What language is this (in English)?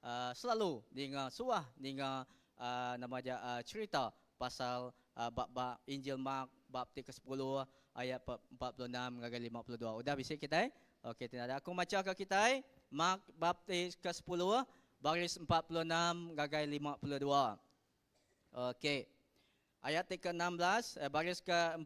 Iban